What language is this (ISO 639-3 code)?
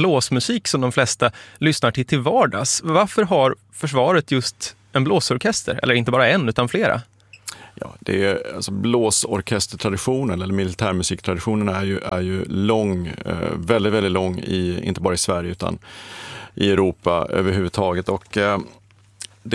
swe